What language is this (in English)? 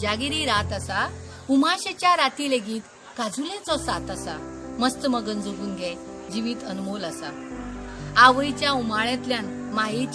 Konkani